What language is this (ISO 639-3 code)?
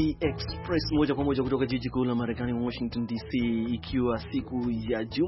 swa